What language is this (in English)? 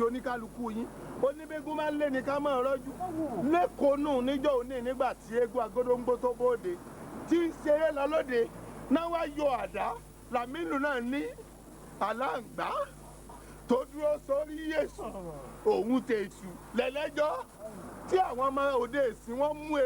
Yoruba